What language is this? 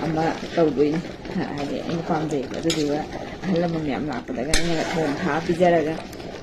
Manipuri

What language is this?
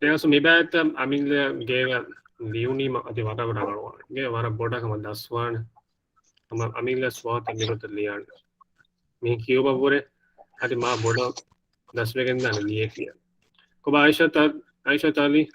Divehi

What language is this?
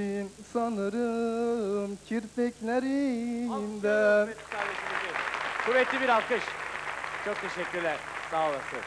Turkish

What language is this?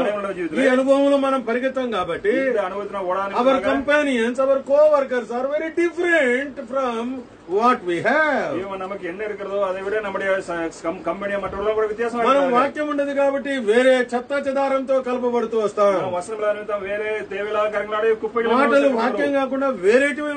Telugu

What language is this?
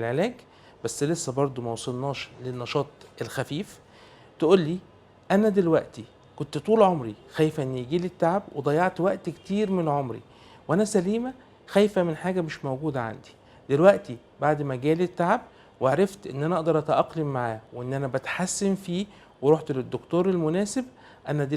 Egyptian Arabic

